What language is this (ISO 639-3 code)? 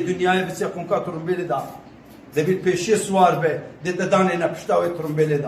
kur